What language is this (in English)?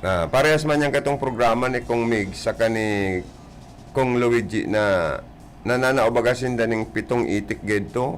Bikol